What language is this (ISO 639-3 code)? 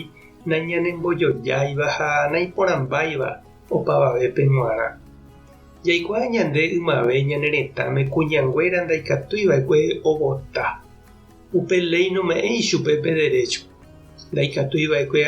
grn